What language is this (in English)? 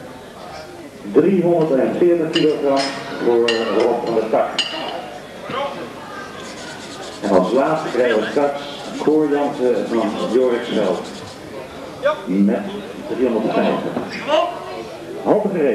Dutch